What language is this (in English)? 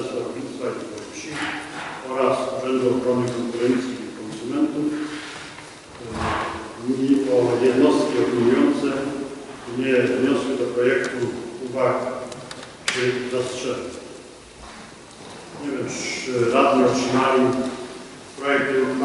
Polish